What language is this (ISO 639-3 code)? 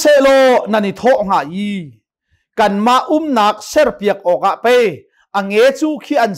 cnh